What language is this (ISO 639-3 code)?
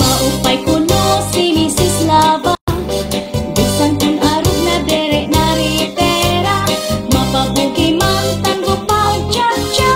war